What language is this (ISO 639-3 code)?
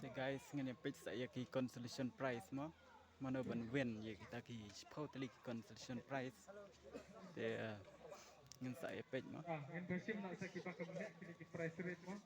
kha